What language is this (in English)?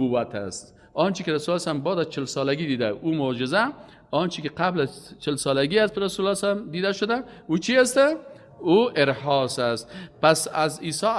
Persian